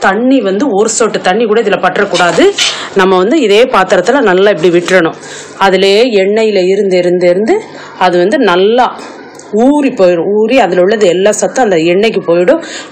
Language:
Tamil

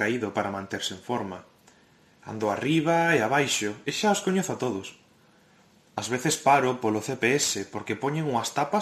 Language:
Galician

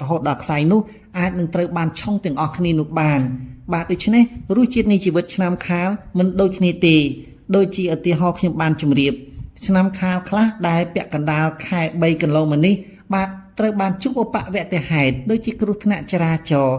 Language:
Khmer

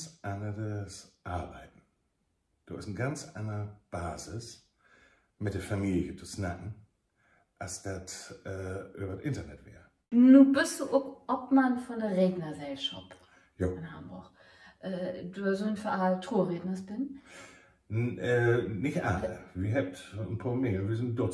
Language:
Low German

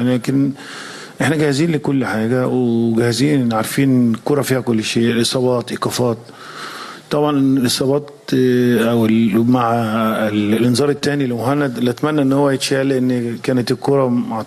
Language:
Egyptian Arabic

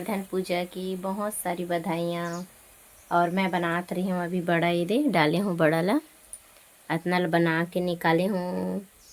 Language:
Chhattisgarhi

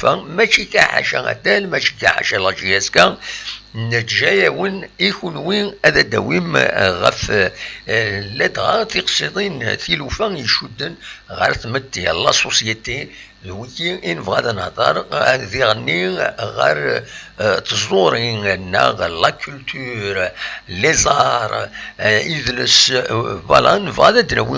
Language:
Kabyle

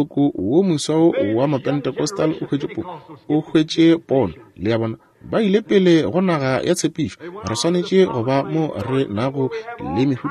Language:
Northern Sotho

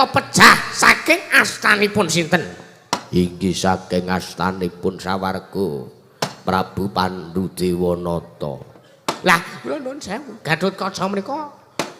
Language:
Javanese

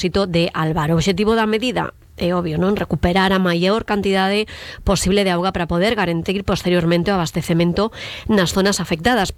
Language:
Galician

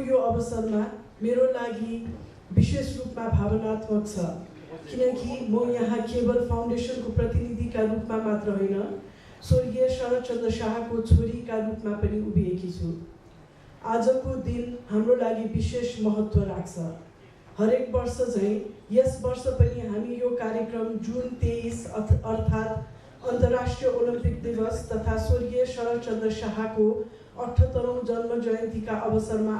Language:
Nepali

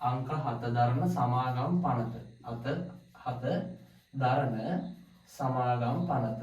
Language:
Sinhala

